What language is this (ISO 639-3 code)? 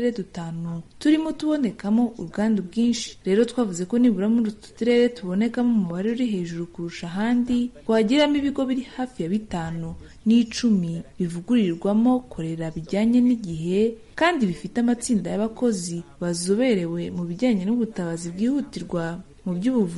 kin